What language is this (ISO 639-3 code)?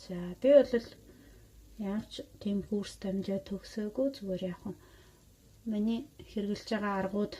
mon